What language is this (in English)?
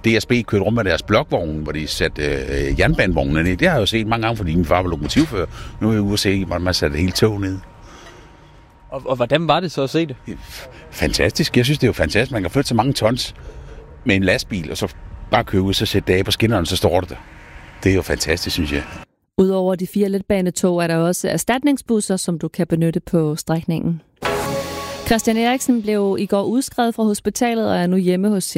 Danish